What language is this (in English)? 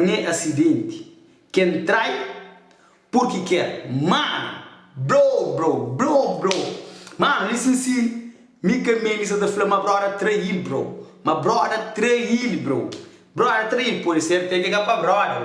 Kabuverdianu